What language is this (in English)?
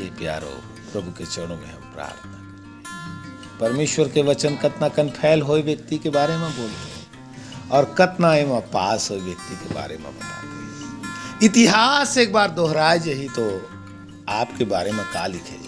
Chhattisgarhi